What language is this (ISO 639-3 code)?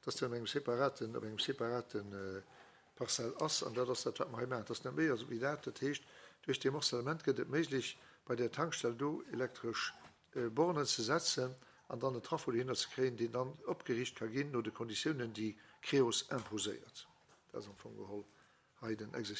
ltz